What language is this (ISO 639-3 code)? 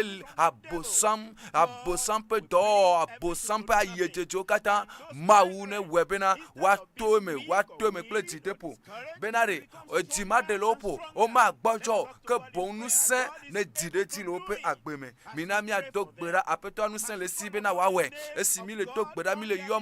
ewe